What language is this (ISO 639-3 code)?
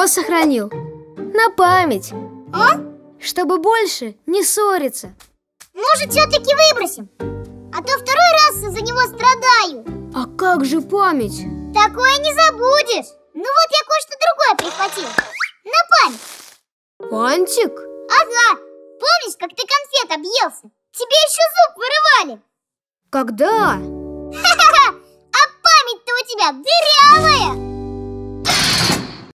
rus